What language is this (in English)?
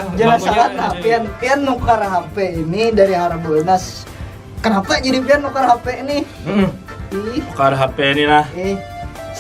Banjar